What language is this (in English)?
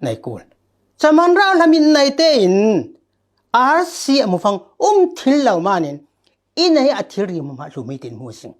Falam Chin